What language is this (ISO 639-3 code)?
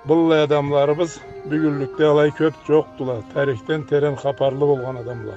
krc